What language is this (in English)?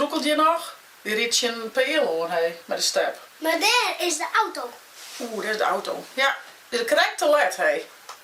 Western Frisian